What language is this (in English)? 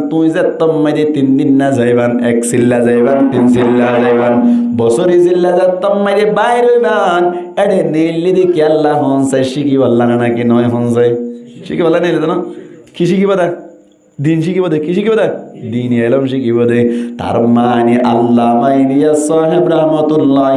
Rohingya